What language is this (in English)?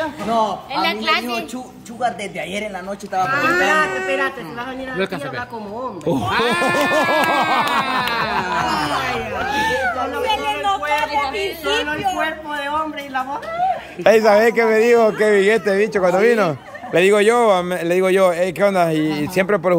Spanish